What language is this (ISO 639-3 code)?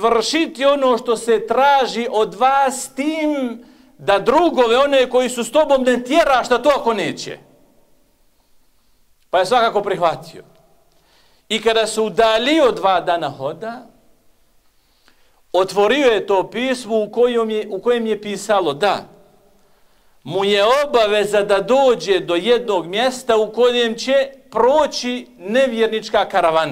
bos